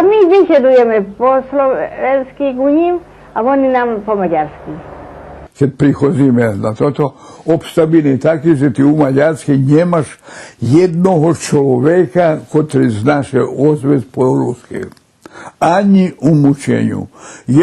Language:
Rusyn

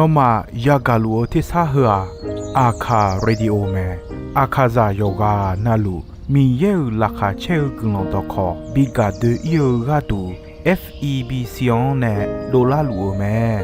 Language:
Akha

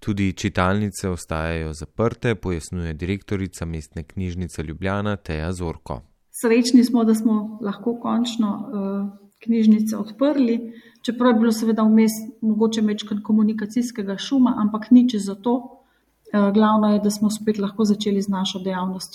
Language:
Slovenian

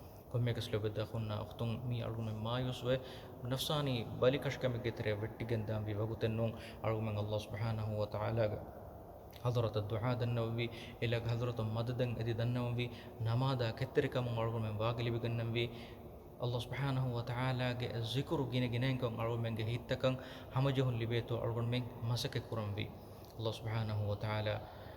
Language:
Divehi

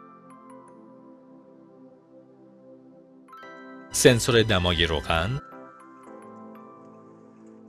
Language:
Persian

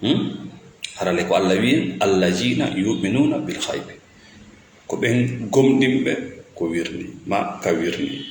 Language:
Fula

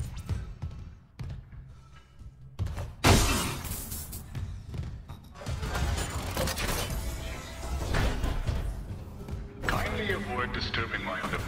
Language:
English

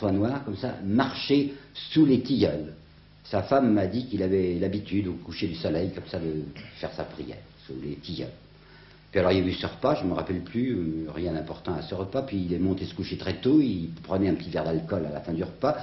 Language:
French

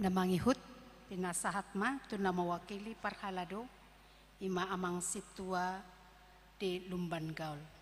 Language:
Batak Toba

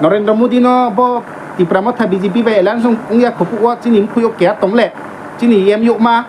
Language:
Riang (India)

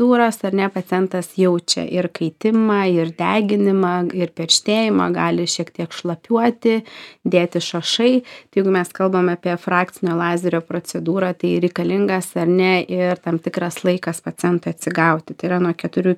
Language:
Lithuanian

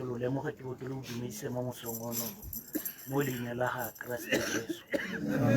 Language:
Tswana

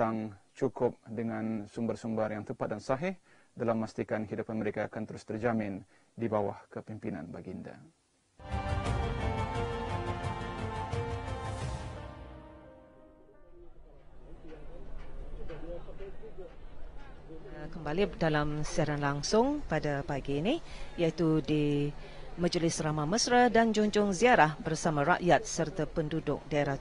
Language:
Malay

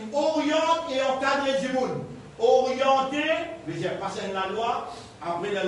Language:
Morisyen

